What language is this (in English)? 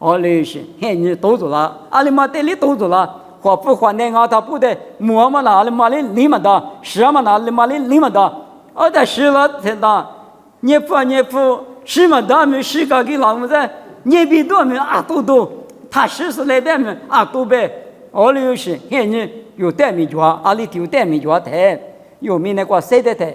Lisu